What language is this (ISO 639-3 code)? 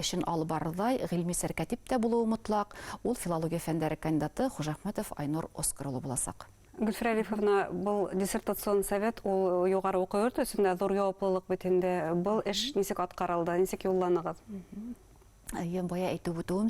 bak